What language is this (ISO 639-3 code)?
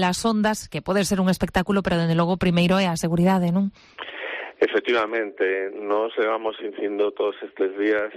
glg